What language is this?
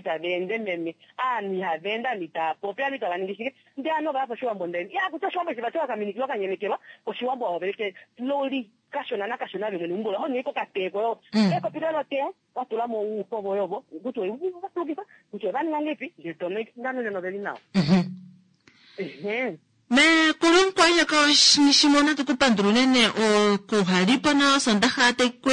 Kuanyama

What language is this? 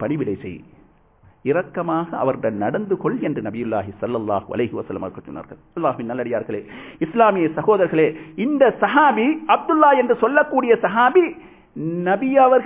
Tamil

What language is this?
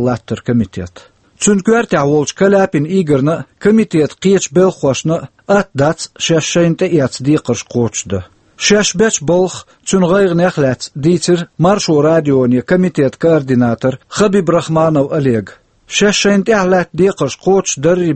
Chechen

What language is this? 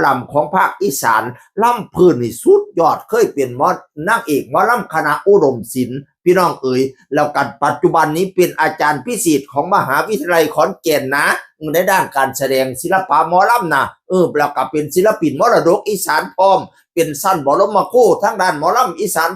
Northeastern Thai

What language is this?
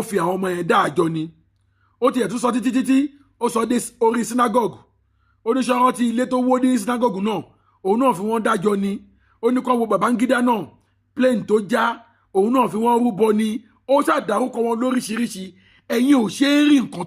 Yoruba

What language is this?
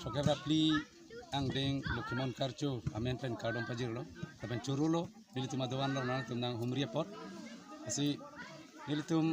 Karbi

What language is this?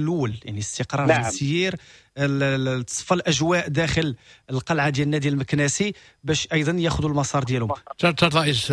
Moroccan Arabic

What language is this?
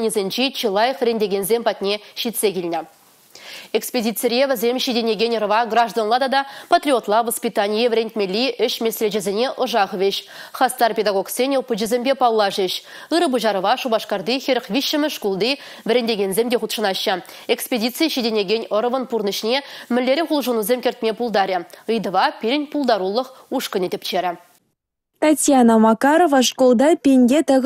Chuvash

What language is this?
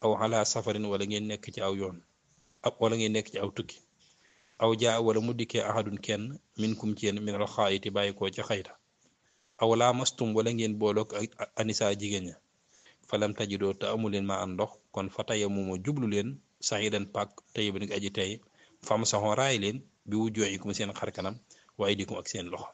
Wolof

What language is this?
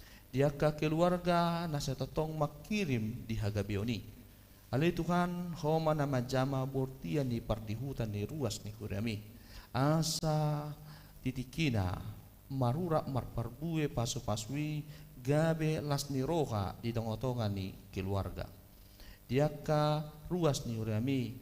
Batak Toba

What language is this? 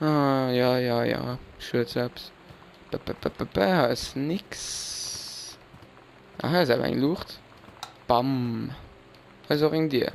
Luxembourgish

